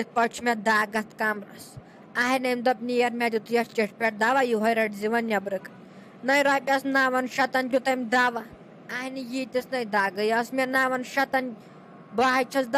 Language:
Kashmiri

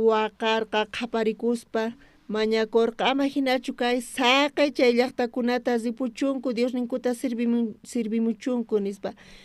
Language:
South Bolivian Quechua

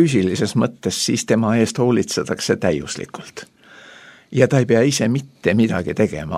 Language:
Estonian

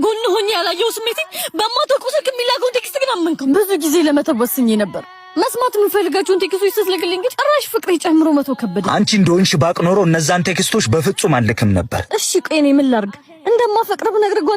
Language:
Amharic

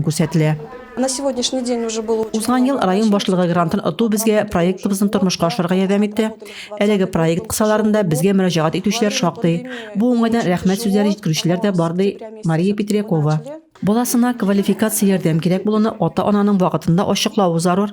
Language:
Tatar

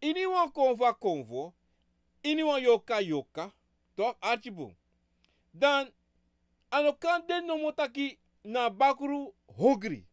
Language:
Sranan Tongo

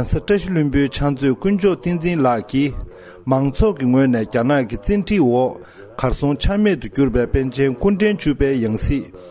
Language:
Tibetan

